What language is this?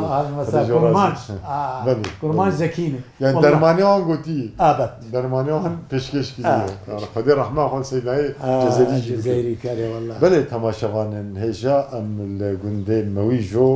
Kurdish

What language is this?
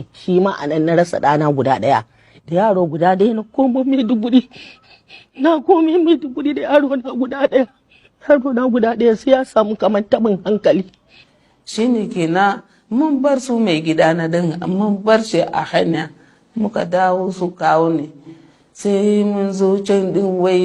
Hausa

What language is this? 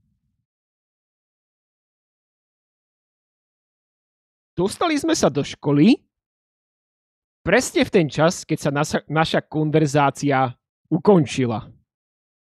Slovak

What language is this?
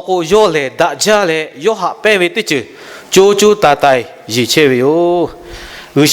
Lahu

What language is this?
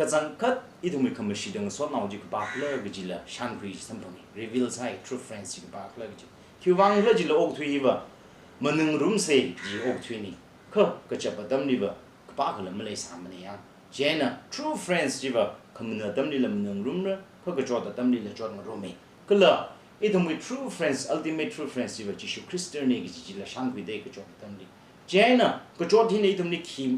Tangkhul Naga (India)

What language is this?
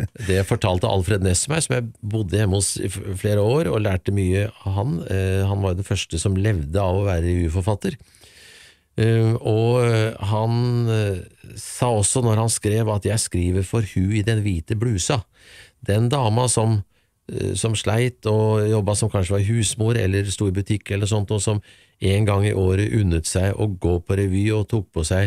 Norwegian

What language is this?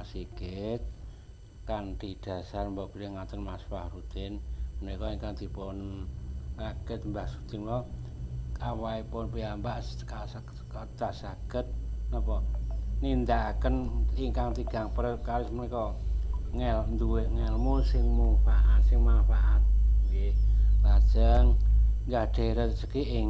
Javanese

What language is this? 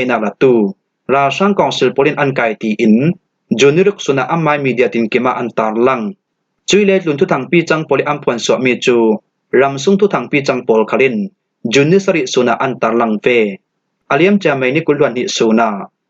Falam Chin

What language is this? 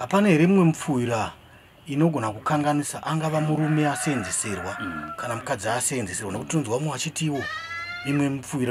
Shona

